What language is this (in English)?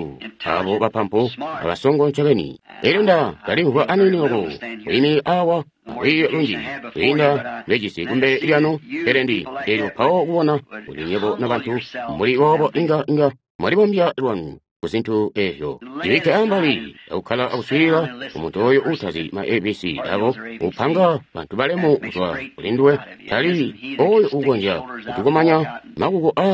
Tonga (Zambia)